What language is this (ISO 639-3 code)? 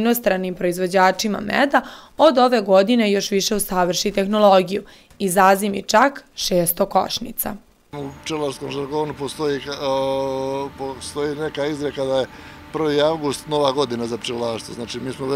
srp